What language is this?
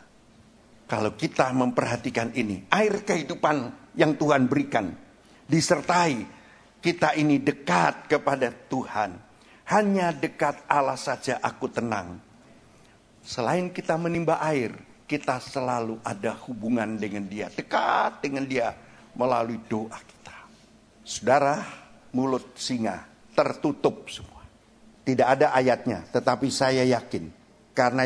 Indonesian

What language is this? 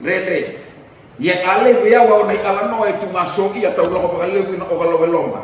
Fijian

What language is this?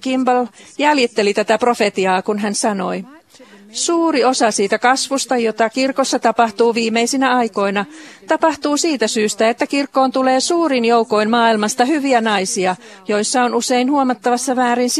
Finnish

